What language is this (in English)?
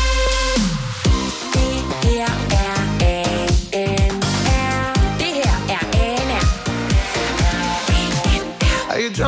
Danish